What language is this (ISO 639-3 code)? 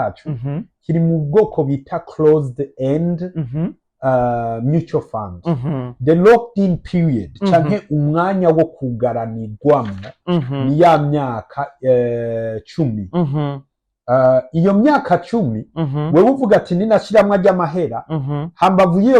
run